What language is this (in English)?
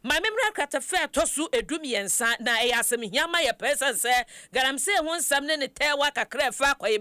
Akan